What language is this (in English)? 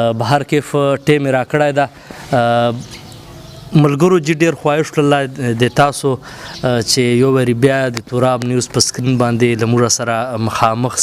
Pashto